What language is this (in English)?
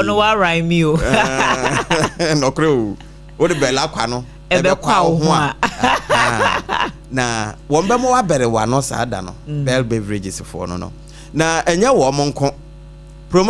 Akan